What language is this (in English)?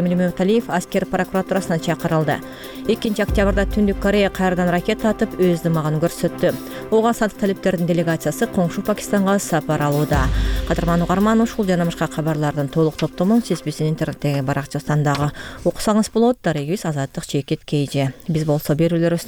Kyrgyz